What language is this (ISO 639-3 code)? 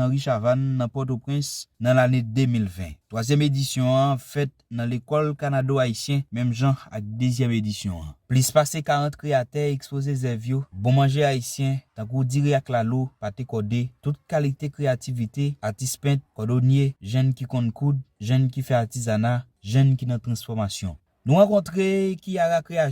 hat